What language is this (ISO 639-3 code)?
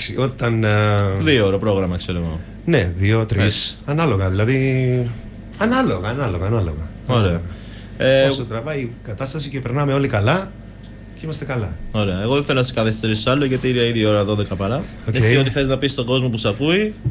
ell